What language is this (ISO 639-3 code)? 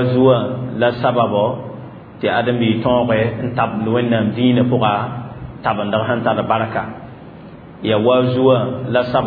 mos